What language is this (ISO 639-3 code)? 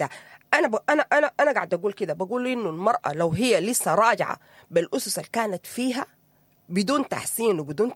apd